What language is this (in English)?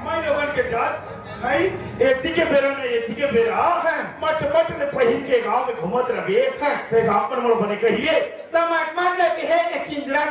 Chhattisgarhi